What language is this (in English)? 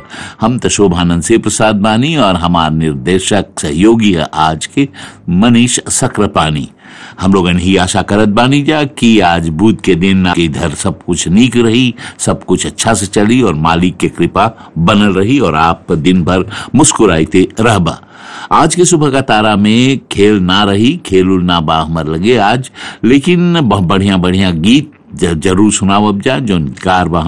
Bhojpuri